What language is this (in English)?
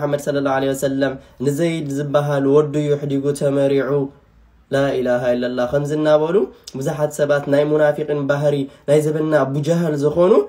Tigrinya